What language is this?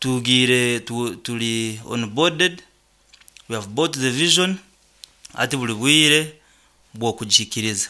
Nyoro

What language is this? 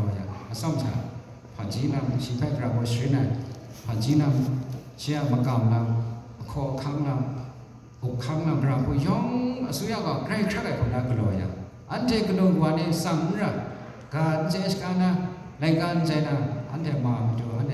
Kachin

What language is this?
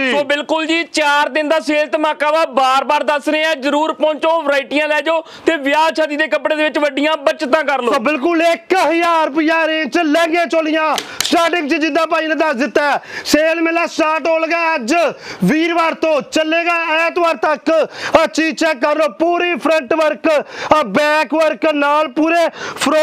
Punjabi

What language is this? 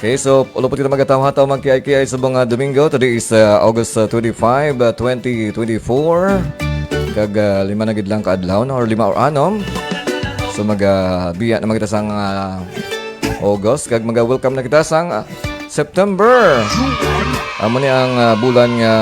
Hiligaynon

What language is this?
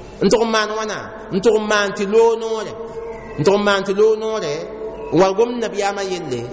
Mossi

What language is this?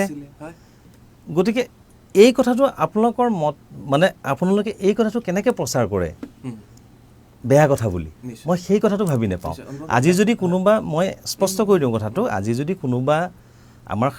Assamese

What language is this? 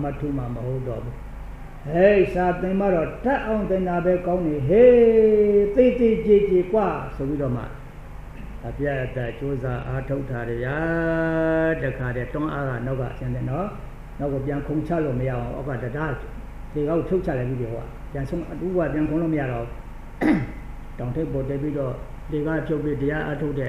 Burmese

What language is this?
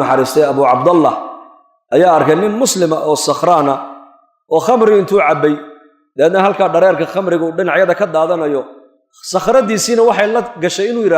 Somali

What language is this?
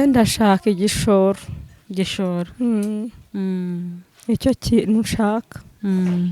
Kinyarwanda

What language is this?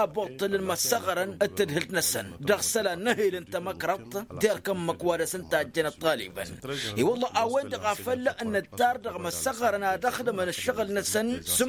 Tamasheq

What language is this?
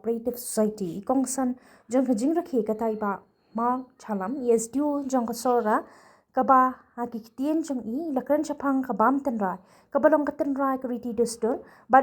Khasi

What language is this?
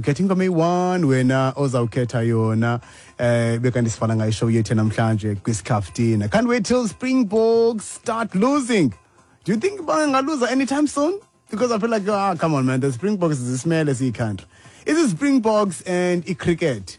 Xhosa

